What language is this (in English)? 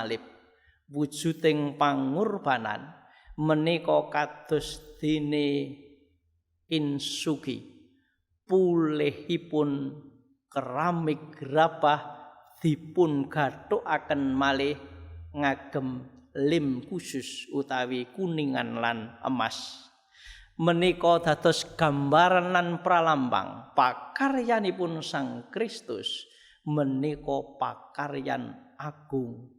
Javanese